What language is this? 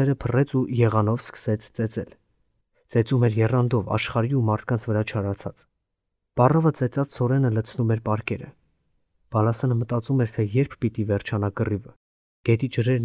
Armenian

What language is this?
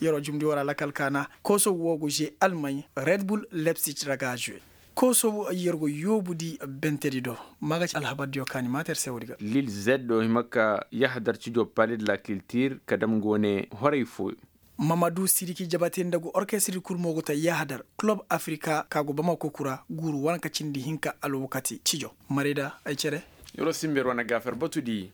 Koyraboro Senni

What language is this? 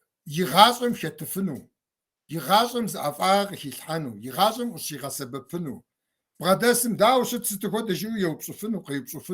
Kabardian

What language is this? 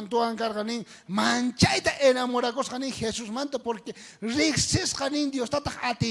South Bolivian Quechua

